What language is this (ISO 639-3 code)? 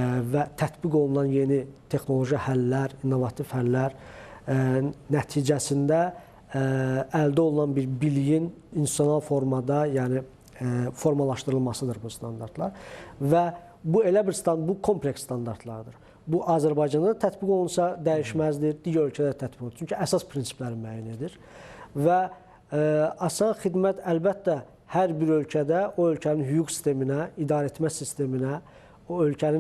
aze